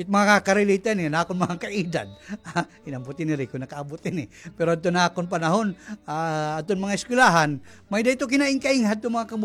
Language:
Waray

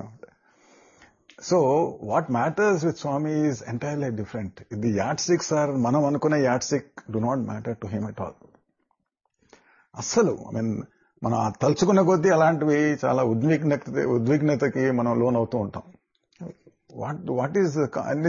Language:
Telugu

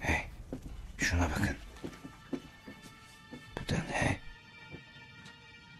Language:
Turkish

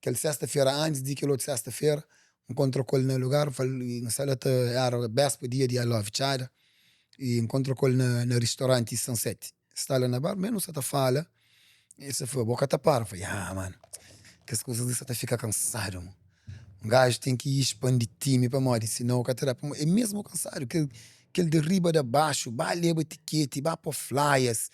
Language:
Kabuverdianu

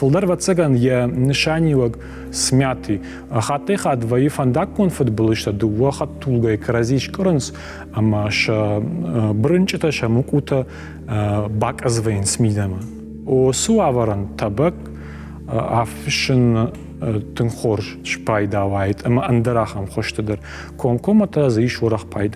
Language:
Ossetic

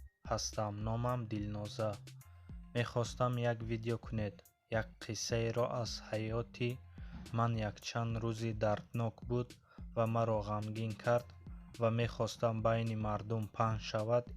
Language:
Tajik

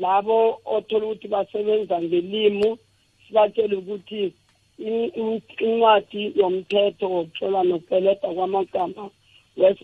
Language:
South Ndebele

